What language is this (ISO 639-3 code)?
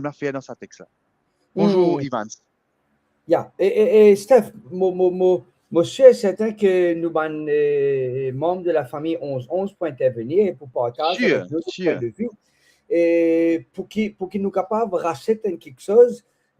mfe